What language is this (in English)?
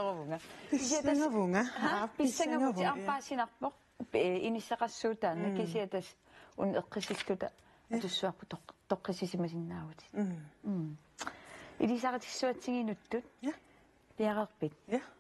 Kalaallisut